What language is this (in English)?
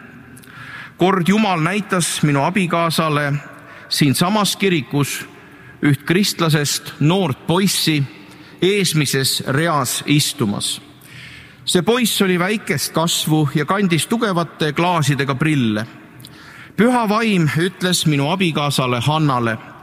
Estonian